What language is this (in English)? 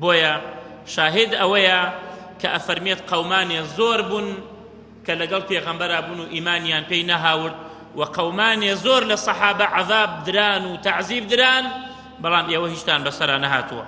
Central Kurdish